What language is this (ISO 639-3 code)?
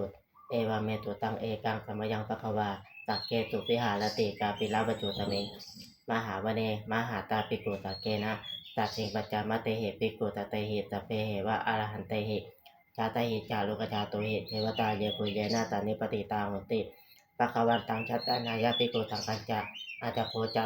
pli